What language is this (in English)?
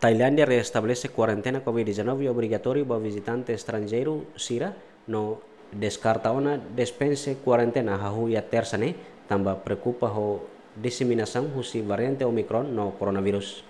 Tetum